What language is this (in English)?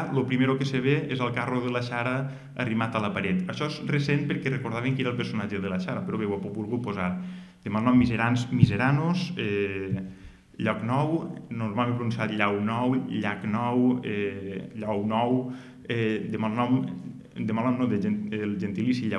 Catalan